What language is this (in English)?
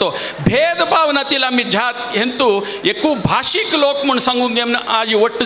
Konkani